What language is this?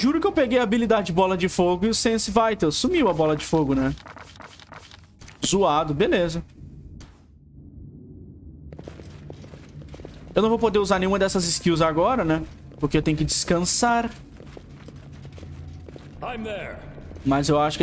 Portuguese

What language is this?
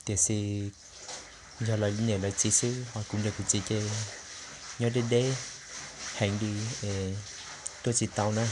Hmong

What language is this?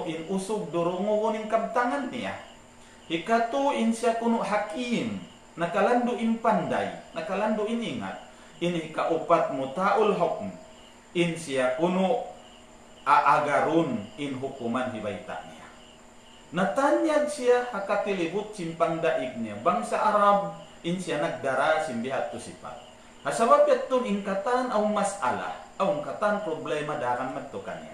Tausug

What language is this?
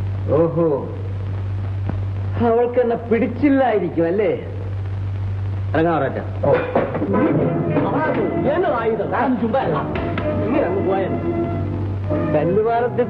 Malayalam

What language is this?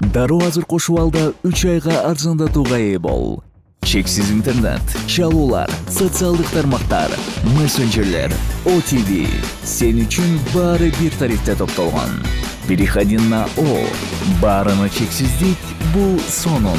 Kyrgyz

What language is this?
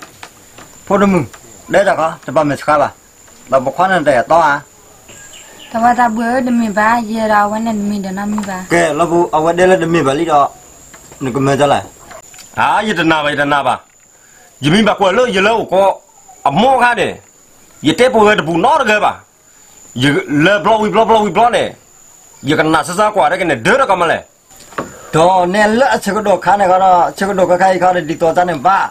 S'gaw Karen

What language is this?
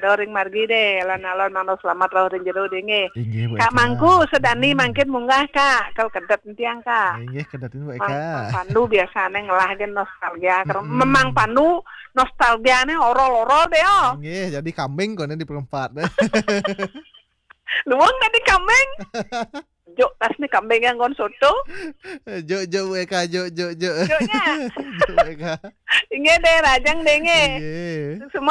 Balinese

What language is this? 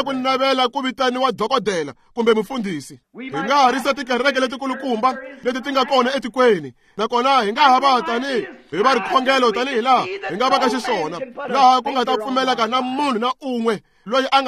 Tsonga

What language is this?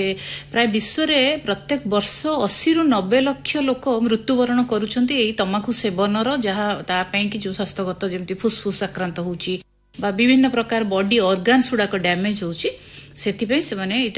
Odia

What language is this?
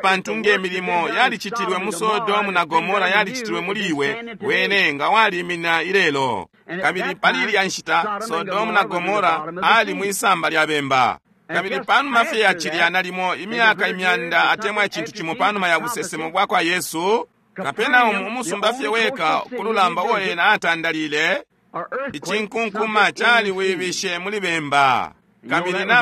Bemba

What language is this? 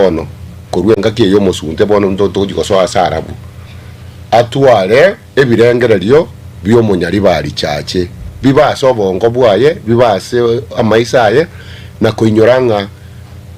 Gusii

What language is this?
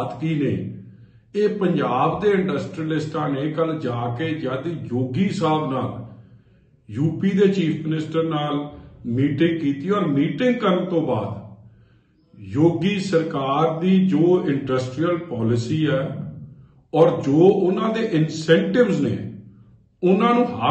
Punjabi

